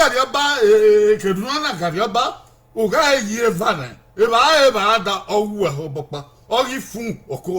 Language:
Bini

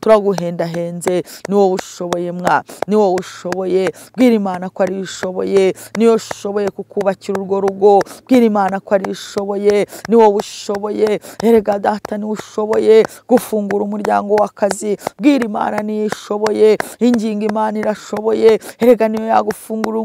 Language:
Kinyarwanda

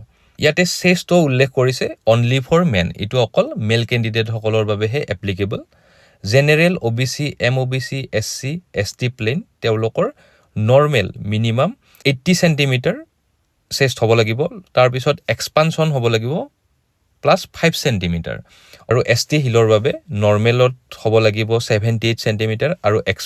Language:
Assamese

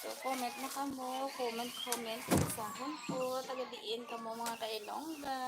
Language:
Hiligaynon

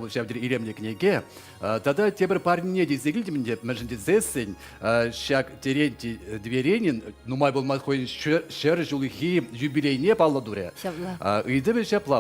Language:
Chuvash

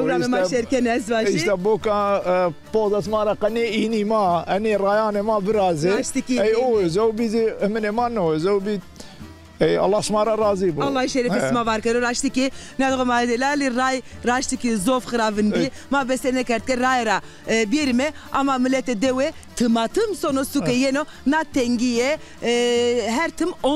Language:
Zaza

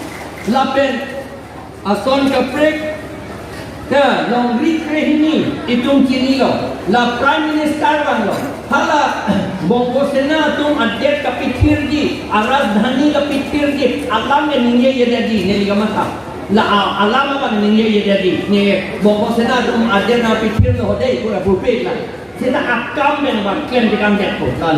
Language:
Karbi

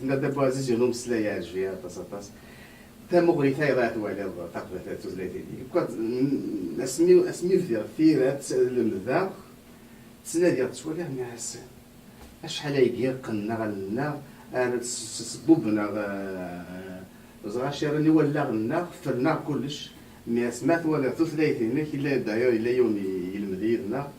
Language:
Kabyle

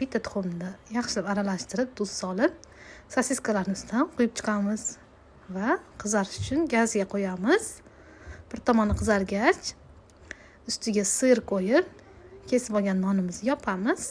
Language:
Uzbek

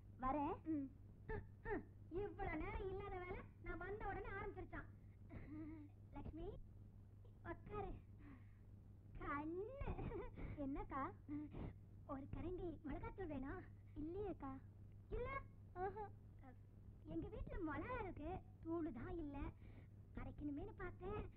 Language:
Tamil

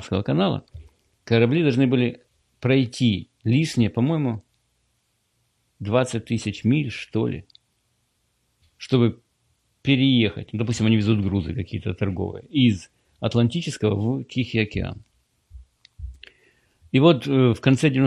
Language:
Russian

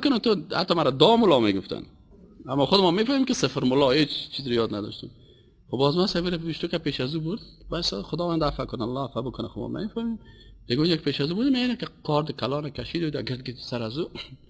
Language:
Persian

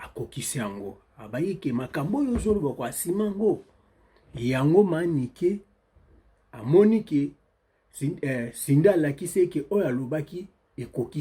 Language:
Lingala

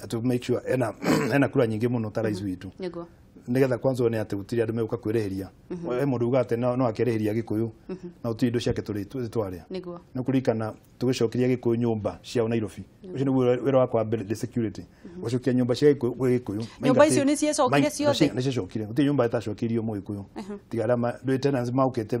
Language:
Kikuyu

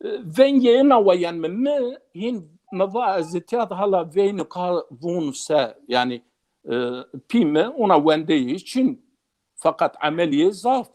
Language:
Zaza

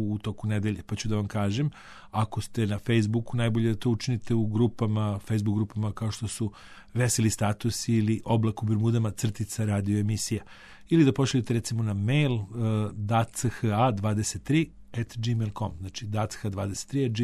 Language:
Serbian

